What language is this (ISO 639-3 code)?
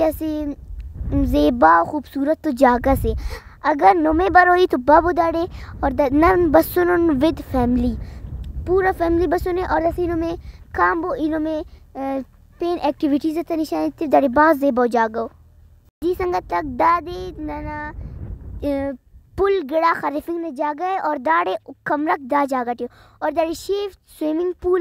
brh